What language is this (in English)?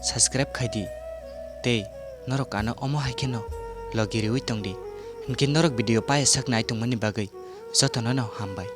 Kok Borok